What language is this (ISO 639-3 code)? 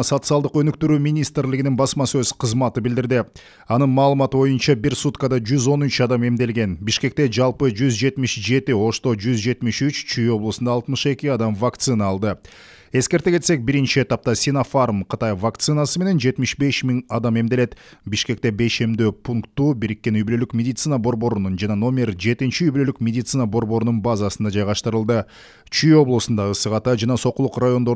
kir